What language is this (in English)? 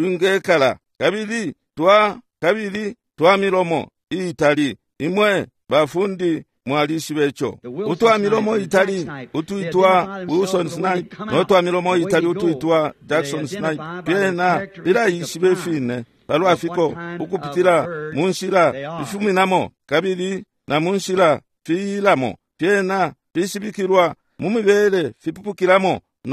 Bemba